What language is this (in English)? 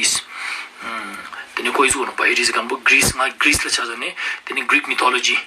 Ladakhi